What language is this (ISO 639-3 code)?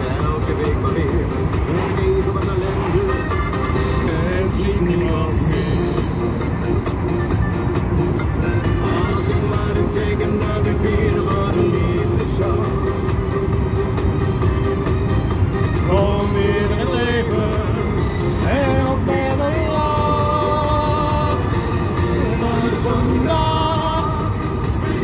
nld